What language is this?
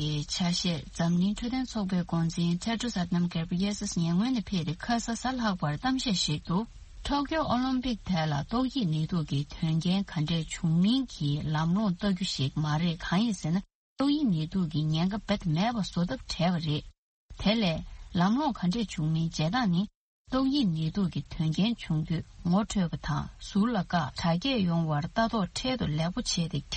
Tibetan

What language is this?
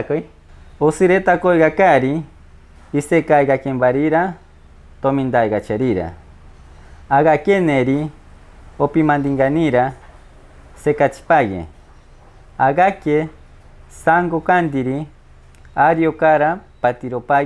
Machiguenga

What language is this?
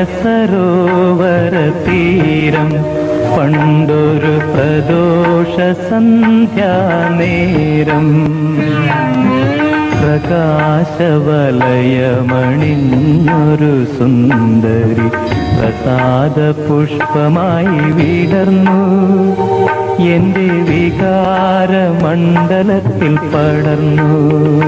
Malayalam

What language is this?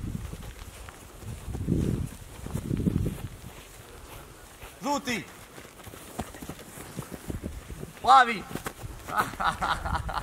Croatian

